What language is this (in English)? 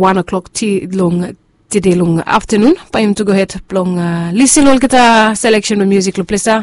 Bislama